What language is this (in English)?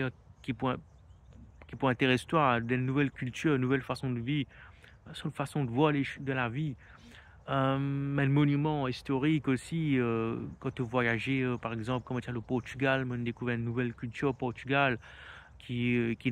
Morisyen